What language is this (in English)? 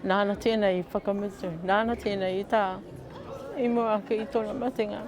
Māori